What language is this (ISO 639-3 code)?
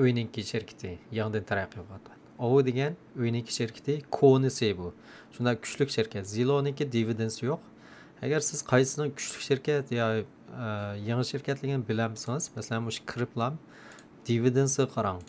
uig